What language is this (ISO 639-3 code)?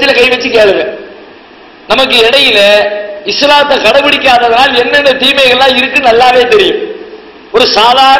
tam